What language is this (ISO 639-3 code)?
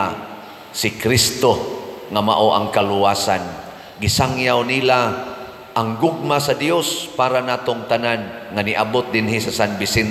ceb